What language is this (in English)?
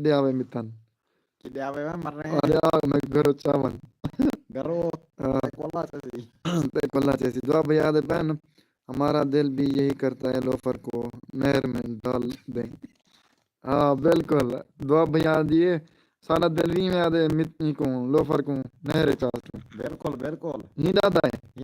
Saraiki